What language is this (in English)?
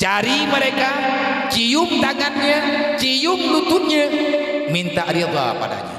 Achinese